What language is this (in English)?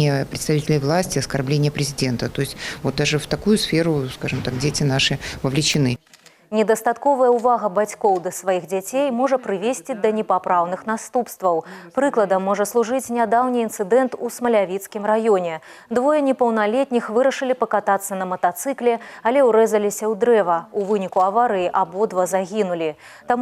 Belarusian